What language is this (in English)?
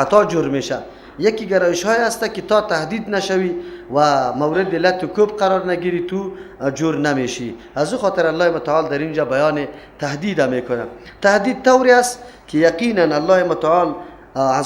Persian